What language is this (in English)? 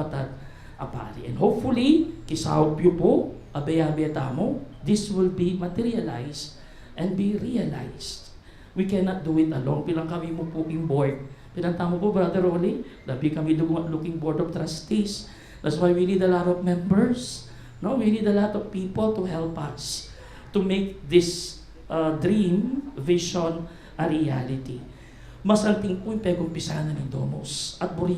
Pampanga